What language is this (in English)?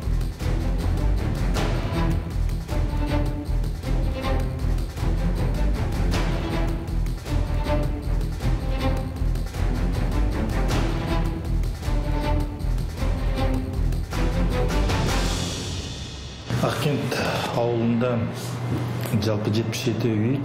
Kazakh